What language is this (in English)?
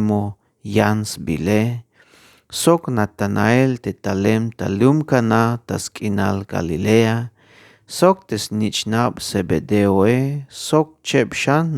Tzeltal